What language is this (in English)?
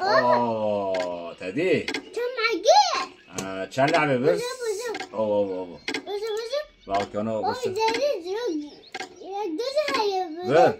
Kurdish